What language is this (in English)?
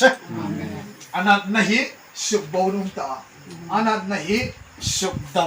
Hmar